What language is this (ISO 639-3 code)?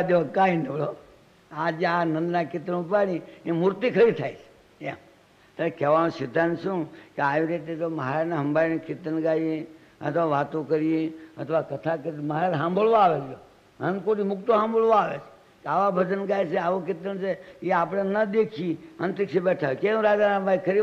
guj